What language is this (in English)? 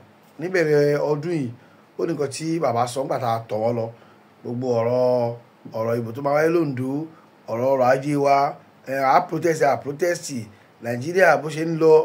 Yoruba